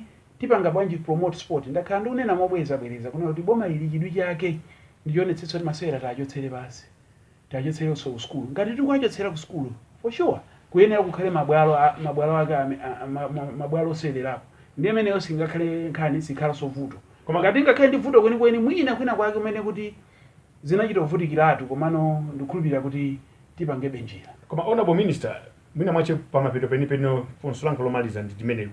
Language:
Nyanja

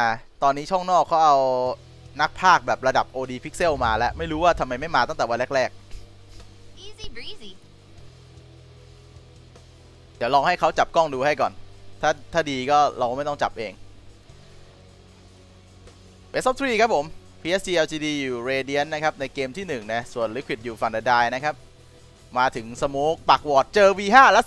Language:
Thai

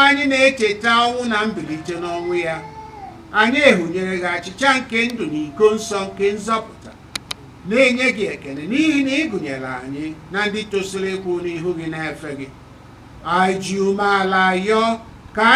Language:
Igbo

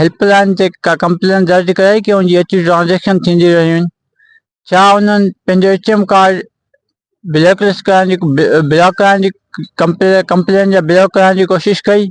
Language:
Sindhi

